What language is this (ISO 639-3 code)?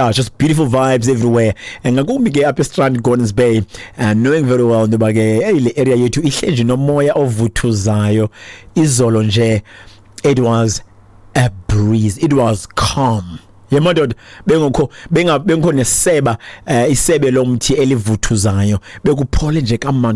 xho